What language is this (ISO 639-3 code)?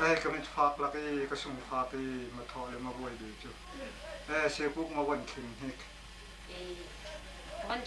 cnh